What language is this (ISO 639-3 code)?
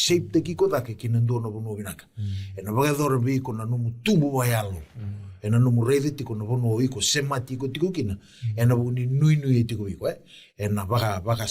fij